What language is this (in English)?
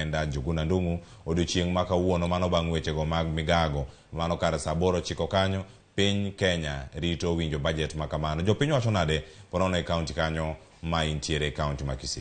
Luo (Kenya and Tanzania)